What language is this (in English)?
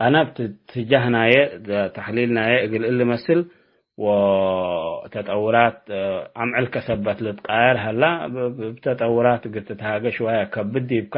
Tigre